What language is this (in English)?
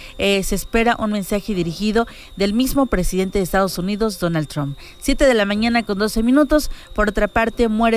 Spanish